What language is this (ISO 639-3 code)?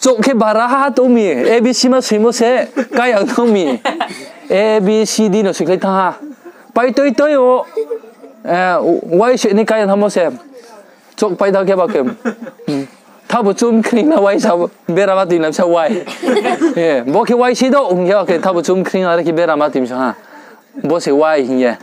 ria